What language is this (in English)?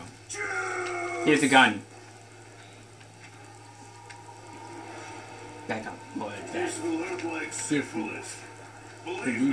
English